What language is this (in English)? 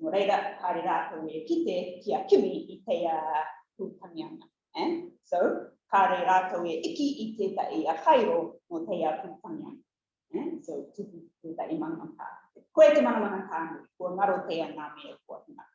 Rarotongan